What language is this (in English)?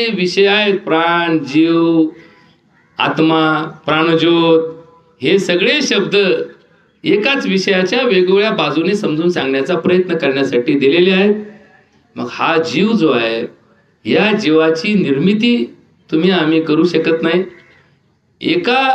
Marathi